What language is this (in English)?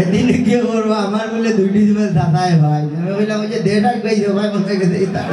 Sylheti